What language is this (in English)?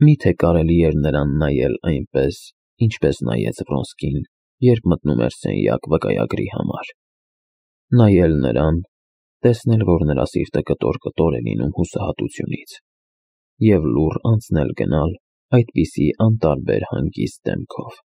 Armenian